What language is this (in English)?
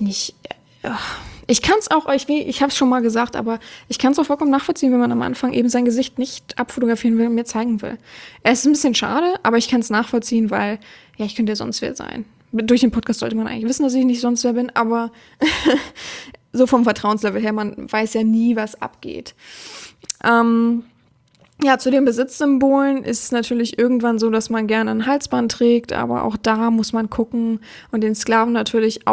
German